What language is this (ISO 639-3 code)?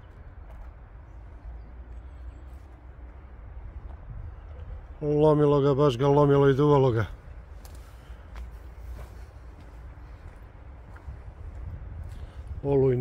hrv